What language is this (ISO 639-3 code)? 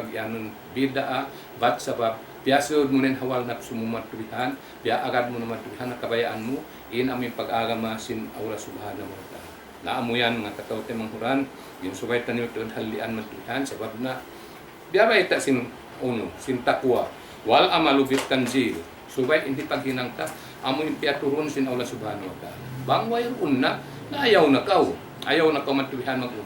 tsg